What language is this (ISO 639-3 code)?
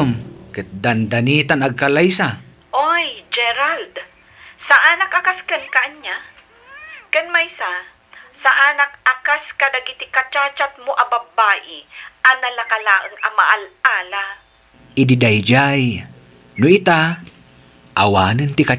ilo